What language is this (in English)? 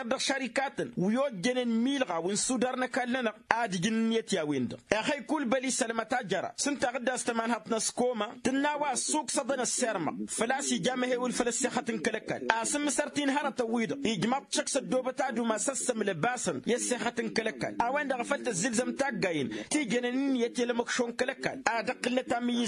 Tamasheq